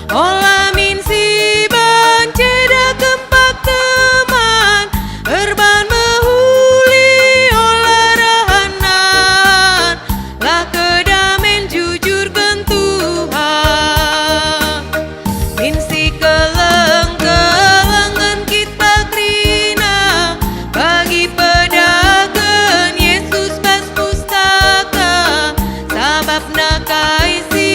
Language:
Batak Karo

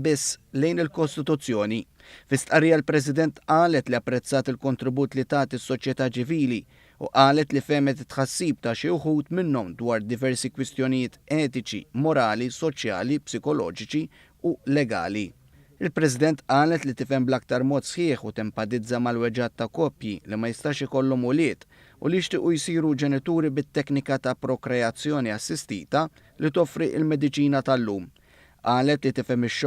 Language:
Maltese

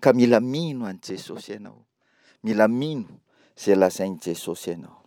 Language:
Malagasy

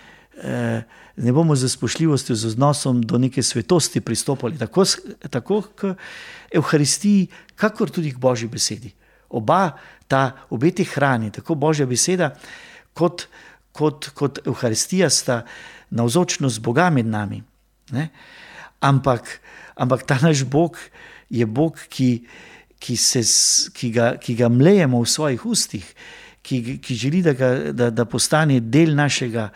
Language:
Slovenian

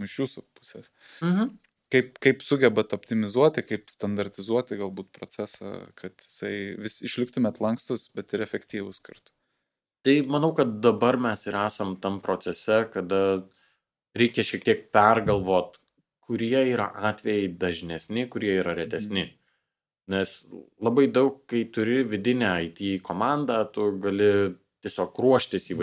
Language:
Lithuanian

